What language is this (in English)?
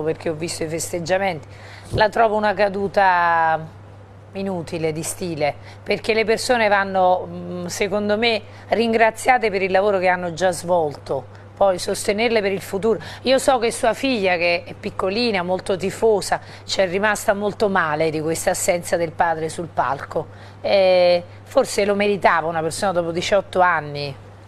Italian